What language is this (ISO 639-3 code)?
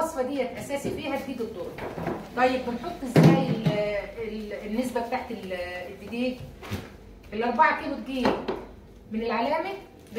arz